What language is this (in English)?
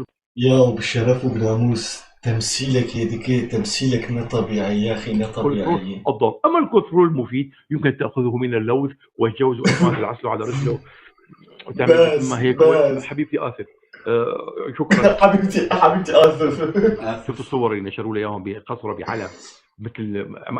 North Levantine Arabic